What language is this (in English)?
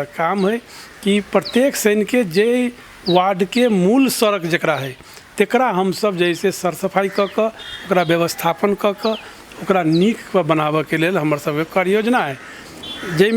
Maithili